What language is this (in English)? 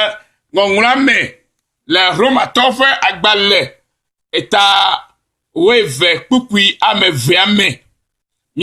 Ewe